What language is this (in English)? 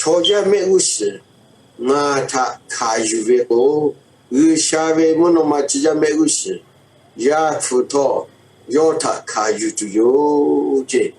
Lahu